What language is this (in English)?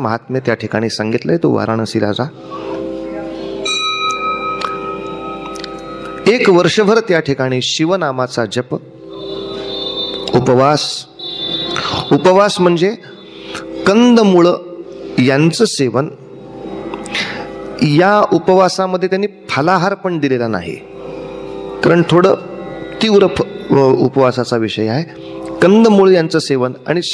Marathi